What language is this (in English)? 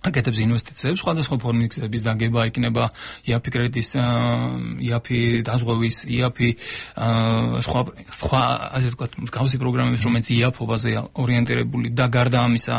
Georgian